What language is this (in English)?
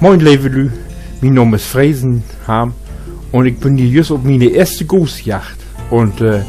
Low German